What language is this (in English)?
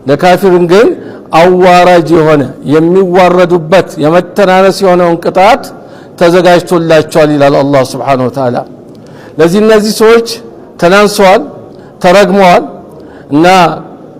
Amharic